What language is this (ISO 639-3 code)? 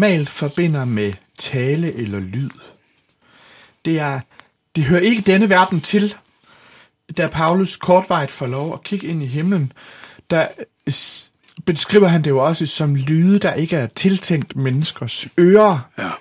dan